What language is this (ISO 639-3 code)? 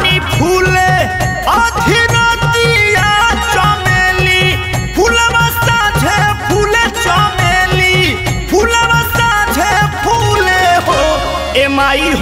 bho